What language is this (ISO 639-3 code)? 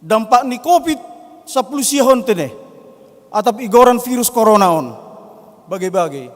bts